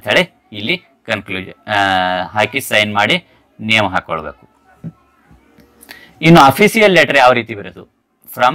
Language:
Kannada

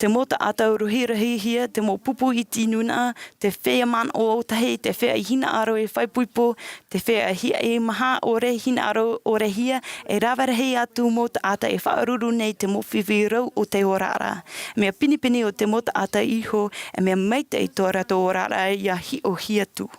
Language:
Tahitian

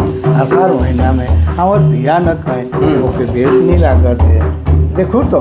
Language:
Sadri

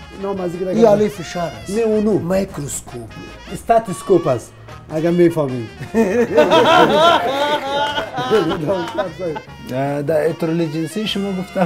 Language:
Persian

